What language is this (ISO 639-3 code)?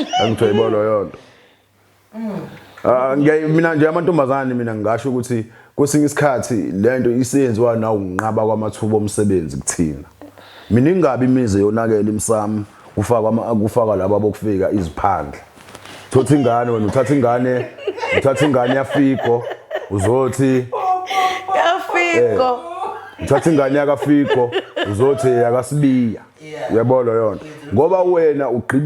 zul